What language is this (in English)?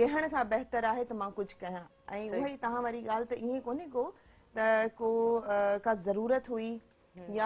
Sindhi